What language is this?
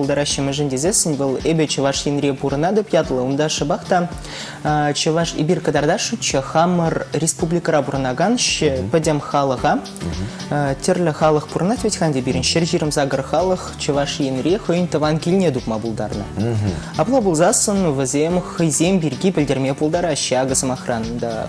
Chuvash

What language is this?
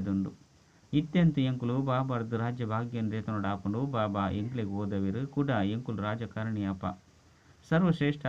Tulu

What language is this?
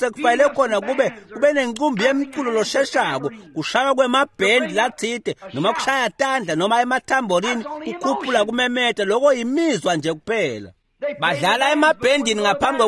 Swati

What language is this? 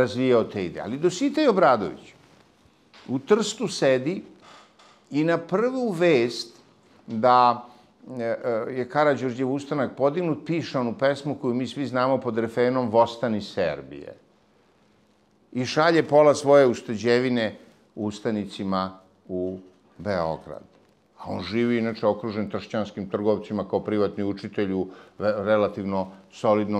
Serbian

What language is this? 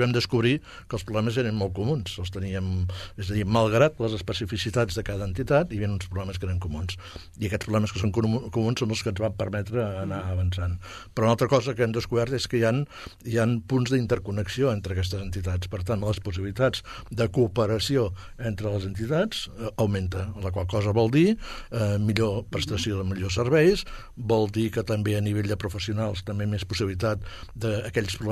Catalan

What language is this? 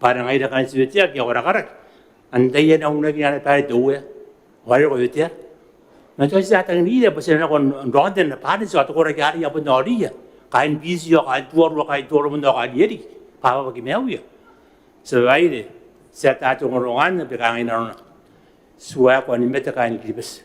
Gilbertese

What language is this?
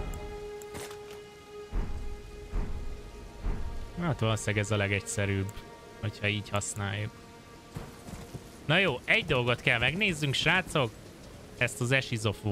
Hungarian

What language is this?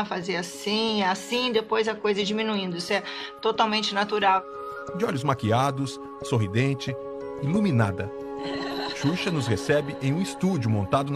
Portuguese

